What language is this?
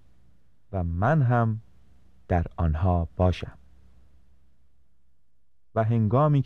Persian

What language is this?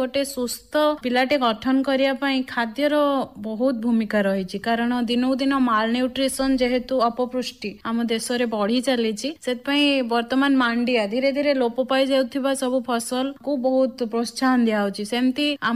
Odia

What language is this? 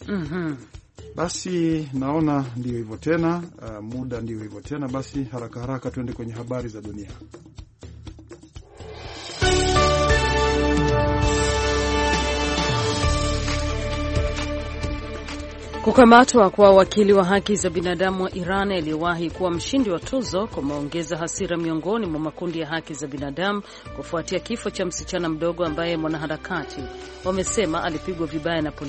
Swahili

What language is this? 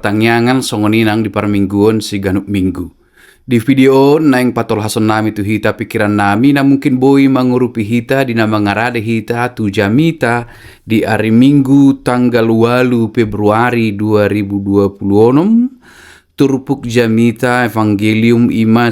Batak Toba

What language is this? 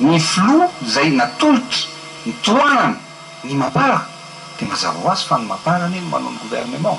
Malagasy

